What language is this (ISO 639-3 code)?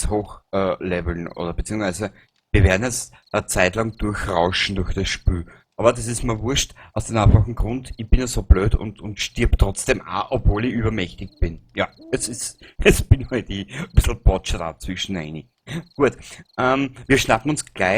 bar